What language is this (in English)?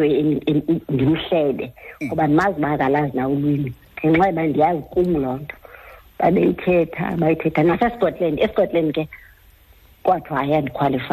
Xhosa